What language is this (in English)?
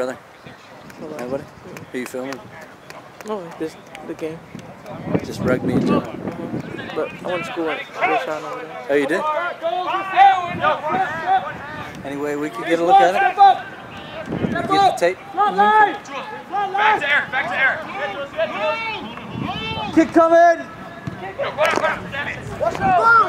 English